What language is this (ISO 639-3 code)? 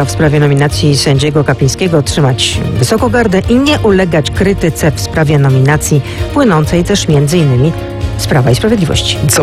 pol